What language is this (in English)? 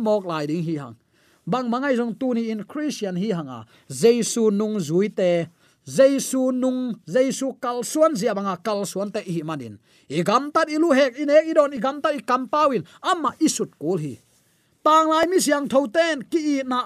Tedim Chin